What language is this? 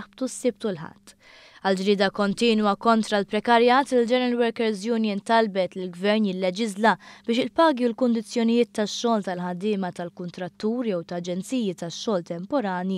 Maltese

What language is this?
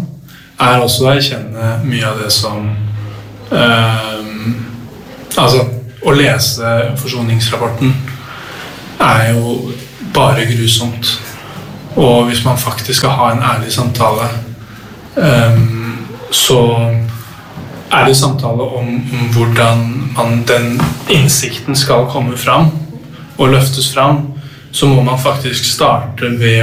Norwegian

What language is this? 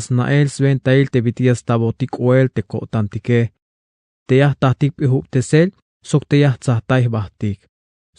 Tzeltal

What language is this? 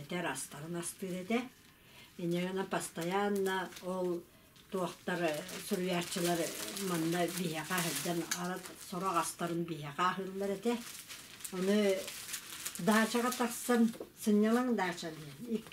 Yakut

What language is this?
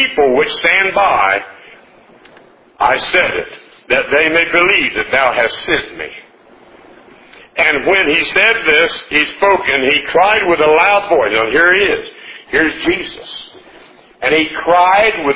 English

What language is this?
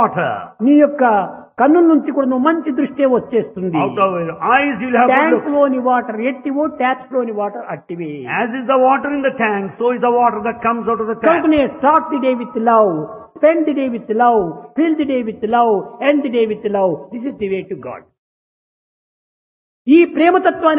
Telugu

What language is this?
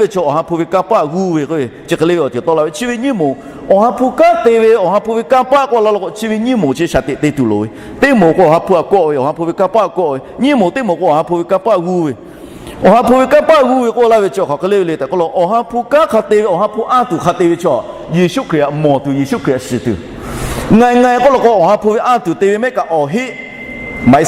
Lahu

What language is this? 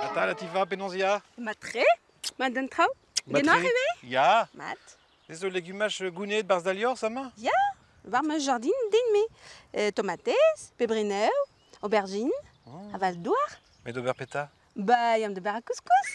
Breton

